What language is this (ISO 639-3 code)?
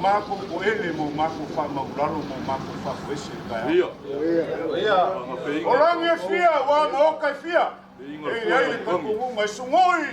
smo